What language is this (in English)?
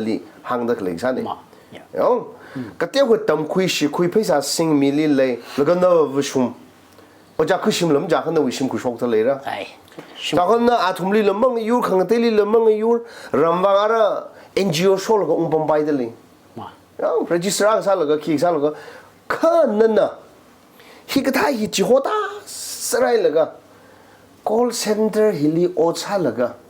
Tangkhul Naga (India)